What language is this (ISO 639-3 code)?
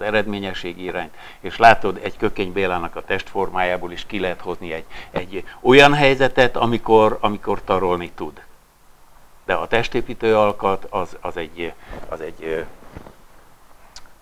hun